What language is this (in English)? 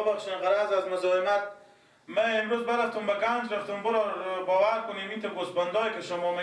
Persian